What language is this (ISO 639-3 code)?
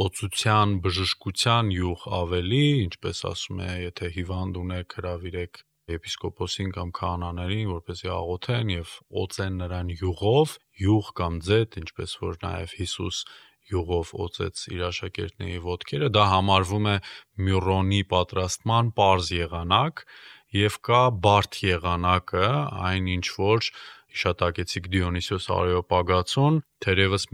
hye